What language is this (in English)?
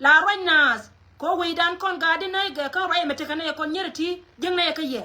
Nuer